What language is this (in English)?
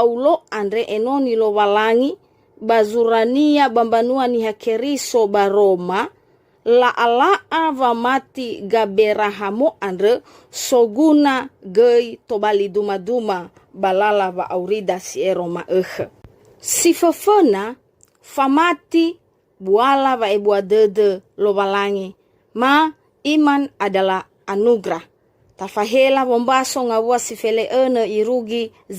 Nias